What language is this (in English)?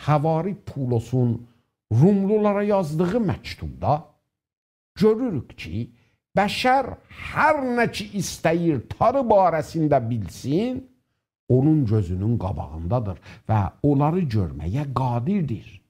South Azerbaijani